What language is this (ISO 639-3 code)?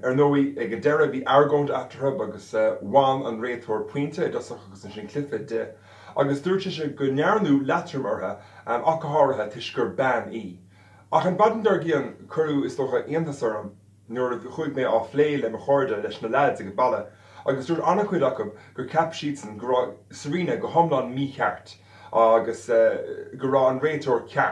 gle